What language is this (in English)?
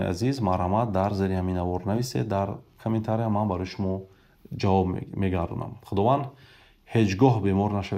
Tajik